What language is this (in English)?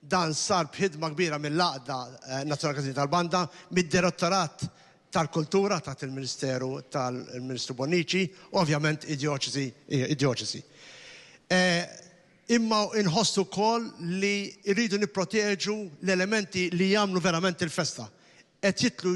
Maltese